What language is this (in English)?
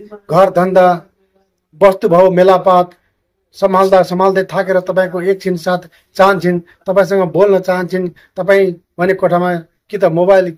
Nepali